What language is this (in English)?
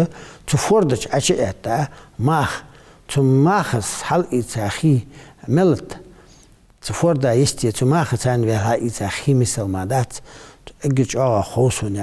Ingush